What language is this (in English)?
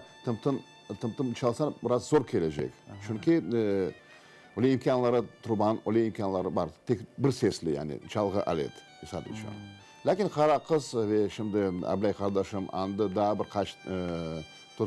Crimean Tatar